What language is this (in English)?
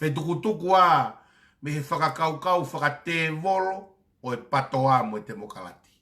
Tongan